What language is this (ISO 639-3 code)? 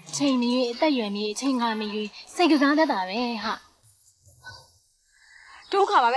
mya